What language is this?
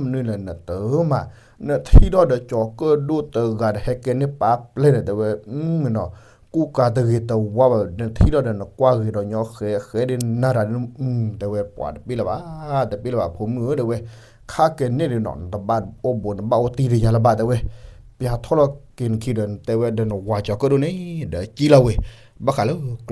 S'gaw Karen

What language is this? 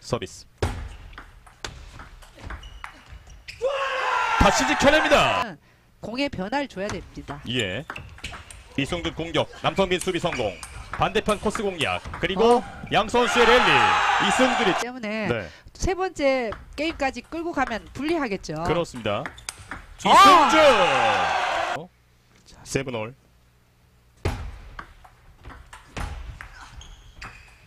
Korean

